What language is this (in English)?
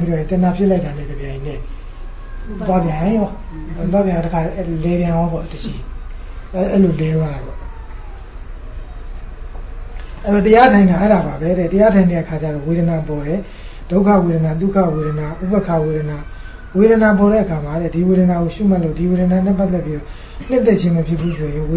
Burmese